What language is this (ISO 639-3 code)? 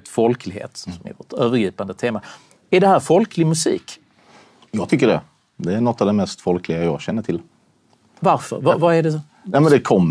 swe